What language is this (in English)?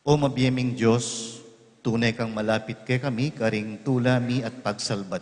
Pampanga